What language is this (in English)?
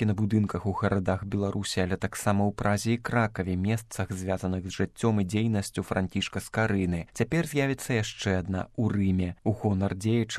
Belarusian